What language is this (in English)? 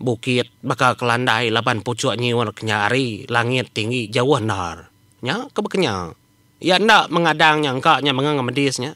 Iban